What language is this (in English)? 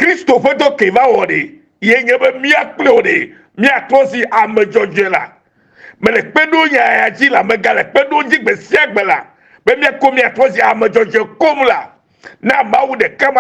Ewe